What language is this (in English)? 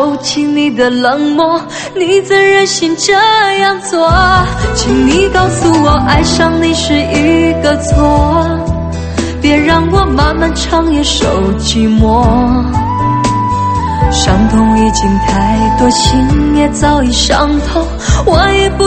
Chinese